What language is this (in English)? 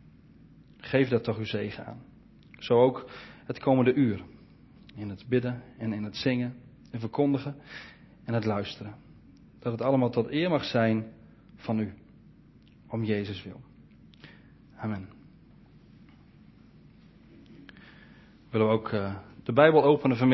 Dutch